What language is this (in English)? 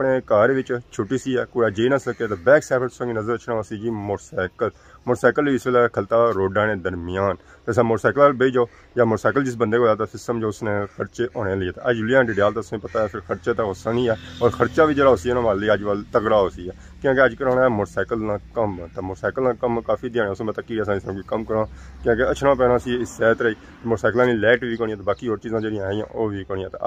Pahari-Potwari